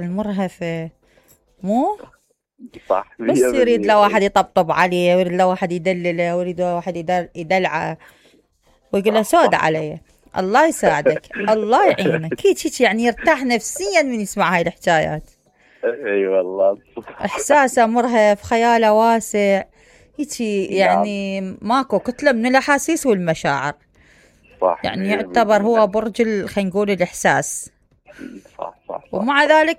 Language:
Mesopotamian Arabic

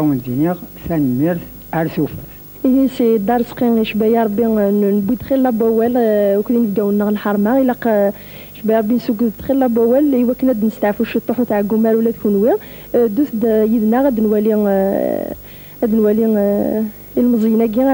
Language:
Kabyle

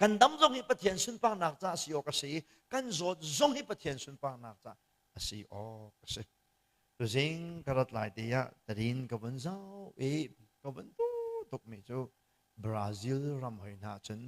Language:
Hakha Chin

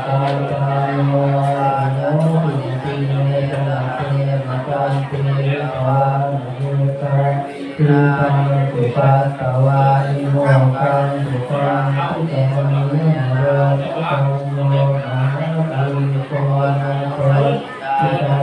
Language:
Pali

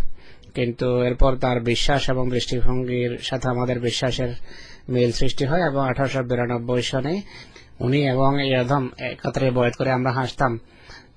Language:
Bangla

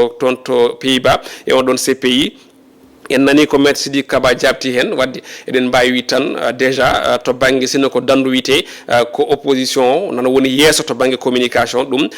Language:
Fula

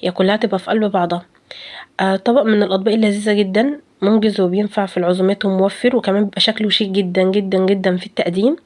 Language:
Egyptian Arabic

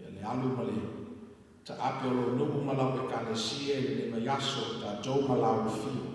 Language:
Samoan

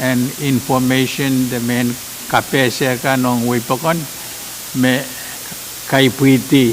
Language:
Pohnpeian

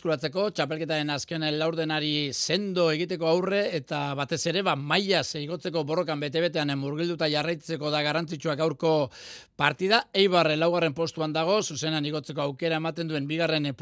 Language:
Basque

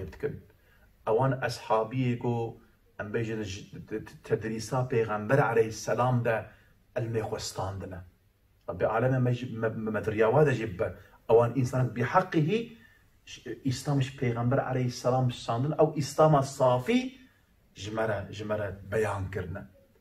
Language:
Kurdish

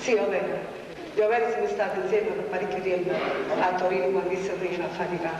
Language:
Neapolitan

